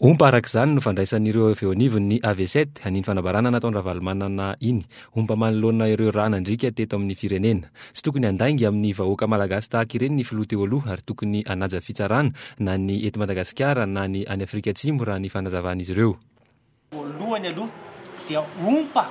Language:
Malagasy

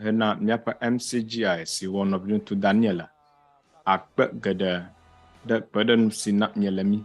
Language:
Ewe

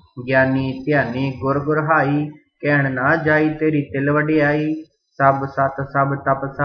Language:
Punjabi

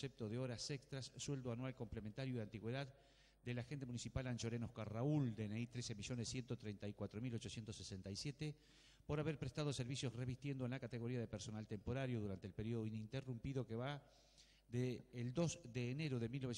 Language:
Spanish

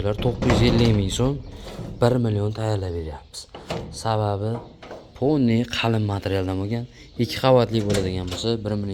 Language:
Uzbek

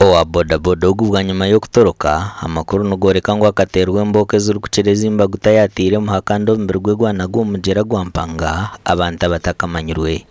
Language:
Nyankole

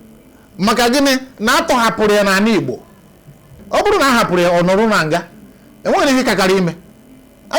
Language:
Igbo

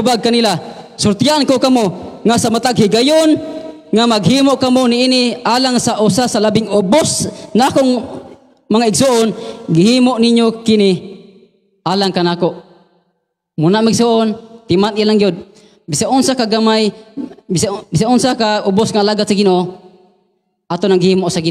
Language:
Cebuano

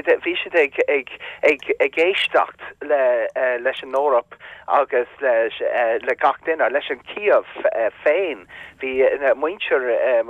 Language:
Irish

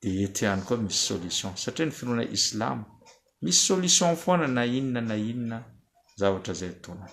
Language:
Malagasy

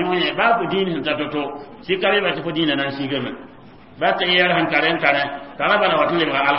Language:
Mossi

